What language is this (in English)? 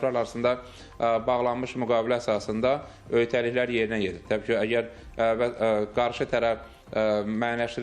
Azerbaijani